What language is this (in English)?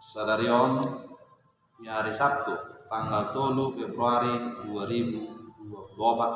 Batak Toba